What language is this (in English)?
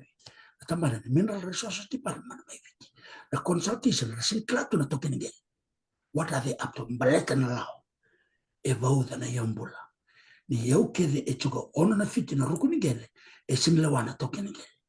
Fijian